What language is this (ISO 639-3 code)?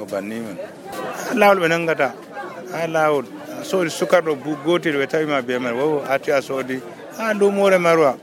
fuv